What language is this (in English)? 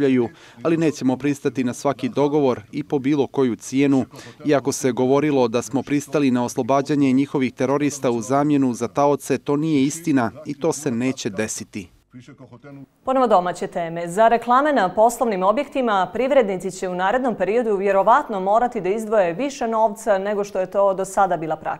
Bosnian